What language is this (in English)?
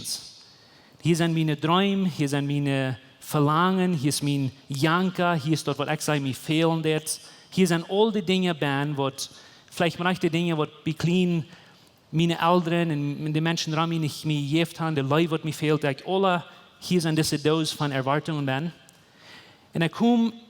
Plautdietsch